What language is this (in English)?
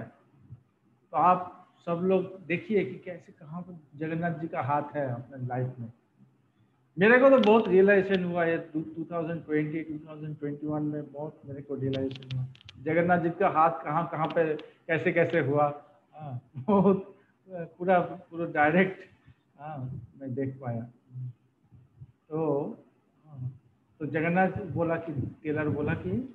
Hindi